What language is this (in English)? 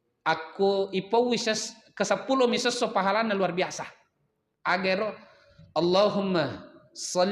Buginese